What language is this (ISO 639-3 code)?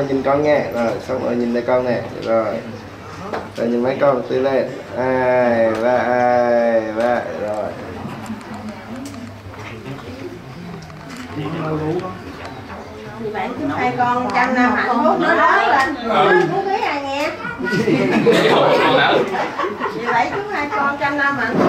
vie